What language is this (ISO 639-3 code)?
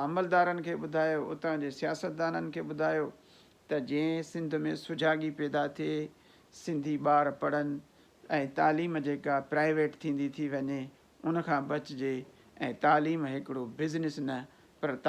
snd